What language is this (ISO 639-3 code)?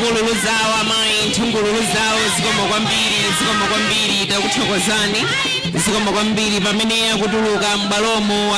nya